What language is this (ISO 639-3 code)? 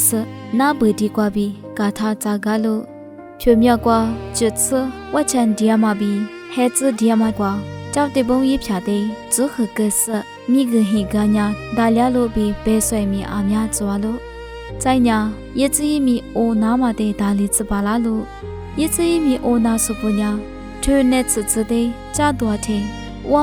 lis